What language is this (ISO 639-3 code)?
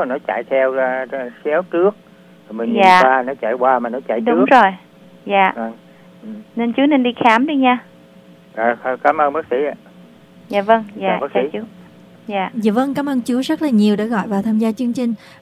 vie